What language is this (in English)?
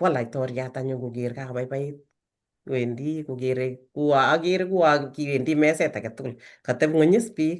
Kalenjin